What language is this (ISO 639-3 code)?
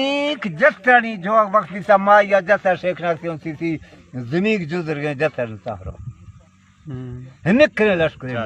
bal